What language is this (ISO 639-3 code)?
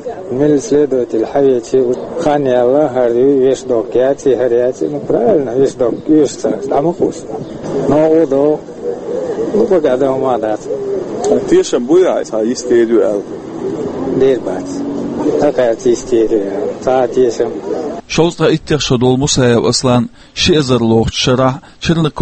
che